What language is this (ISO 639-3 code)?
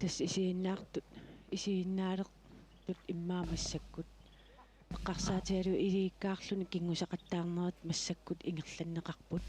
kal